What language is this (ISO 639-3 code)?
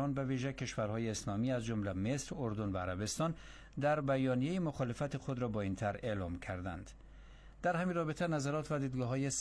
fas